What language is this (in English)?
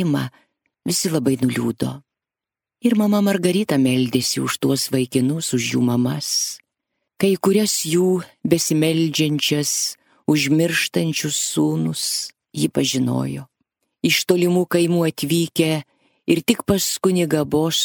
Lithuanian